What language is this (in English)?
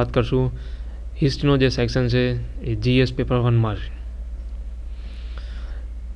Gujarati